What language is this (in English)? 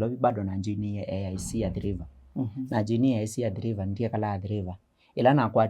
Kamba